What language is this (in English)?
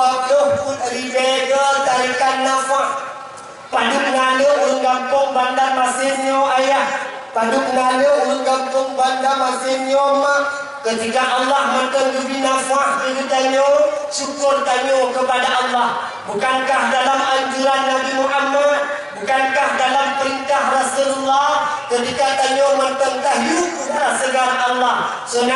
Achinese